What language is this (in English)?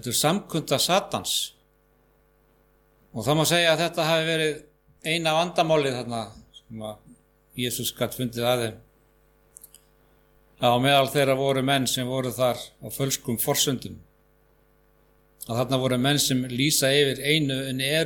Icelandic